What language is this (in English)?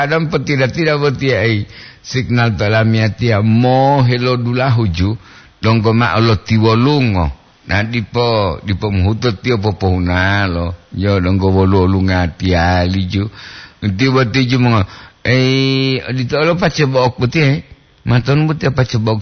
Gorontalo